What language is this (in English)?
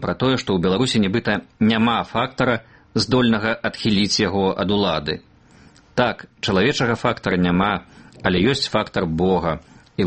Belarusian